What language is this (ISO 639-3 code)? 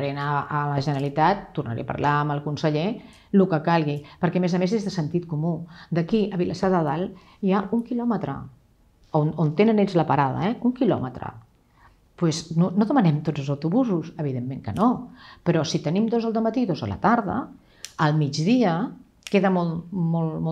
cat